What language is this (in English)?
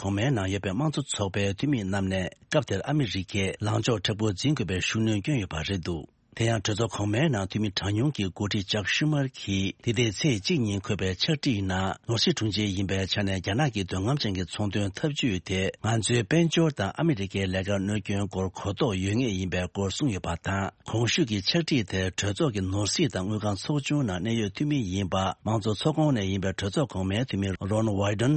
Tibetan